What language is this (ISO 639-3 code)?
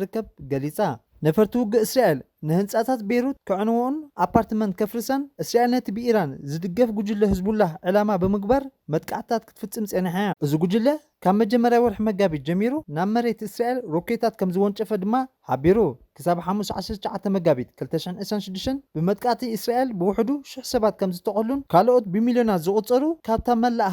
tir